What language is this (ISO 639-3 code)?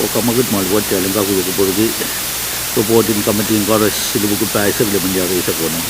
pon